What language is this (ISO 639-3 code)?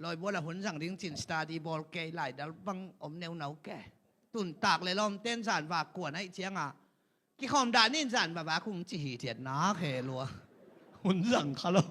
ctd